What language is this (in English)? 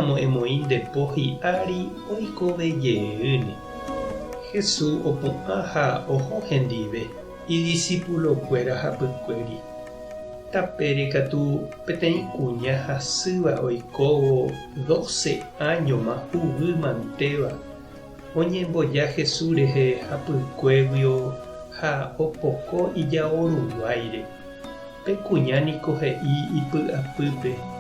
Guarani